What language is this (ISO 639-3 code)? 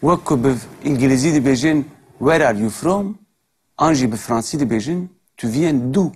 kur